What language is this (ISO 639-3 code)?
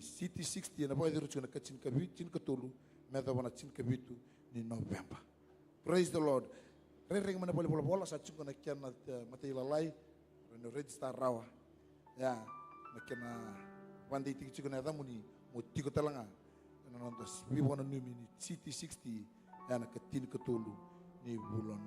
fij